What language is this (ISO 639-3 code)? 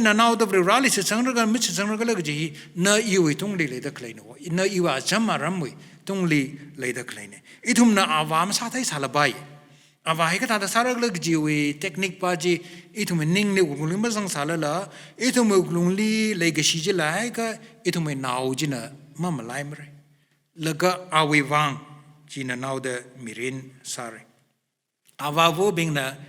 nmf